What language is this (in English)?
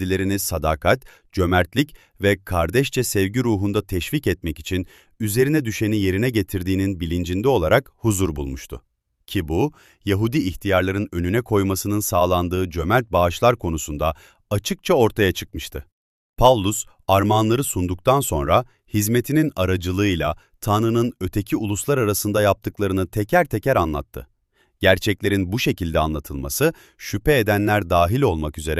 Turkish